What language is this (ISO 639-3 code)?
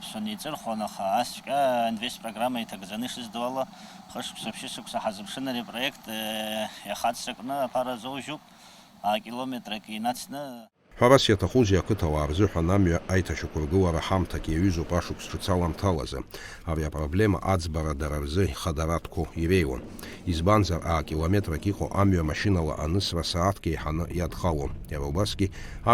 abk